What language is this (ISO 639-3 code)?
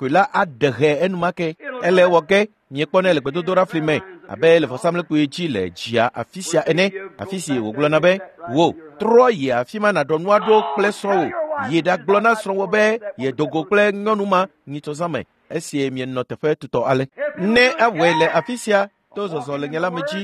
ewe